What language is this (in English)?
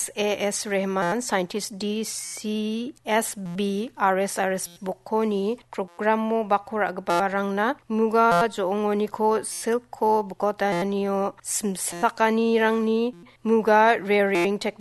Garo